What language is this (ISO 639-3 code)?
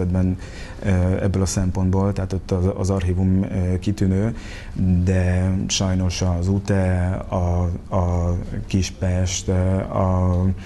hun